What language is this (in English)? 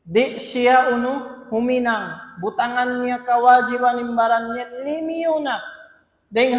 Tausug